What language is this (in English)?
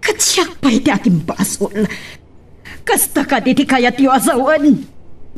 Iloko